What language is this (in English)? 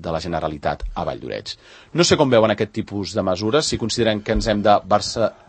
Catalan